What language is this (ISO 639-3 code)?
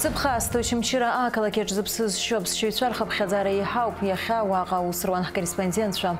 abk